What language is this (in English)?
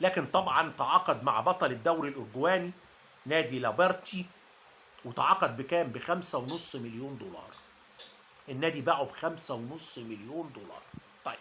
Egyptian Arabic